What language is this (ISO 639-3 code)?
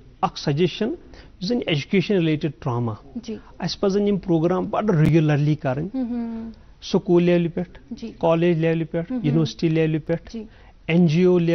kas